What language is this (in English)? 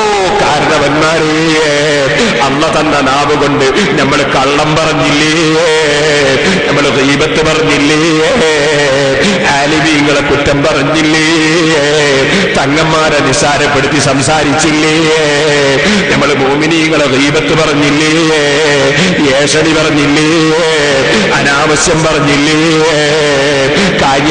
Malayalam